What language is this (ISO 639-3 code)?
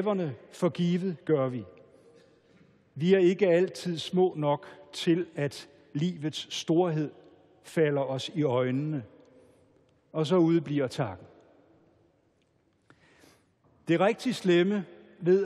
dan